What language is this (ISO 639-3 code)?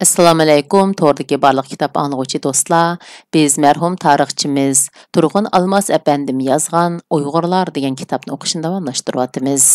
uig